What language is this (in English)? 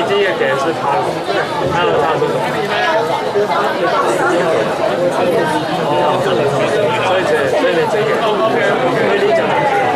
Chinese